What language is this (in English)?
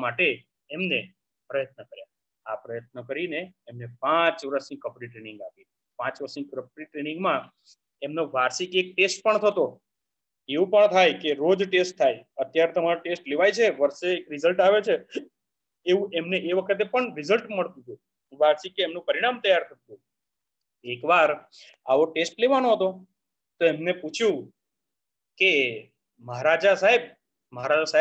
Gujarati